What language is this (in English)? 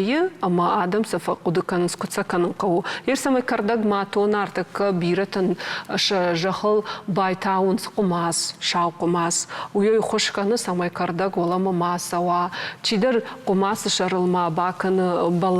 Ossetic